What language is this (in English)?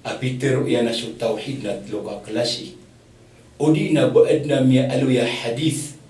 Maranao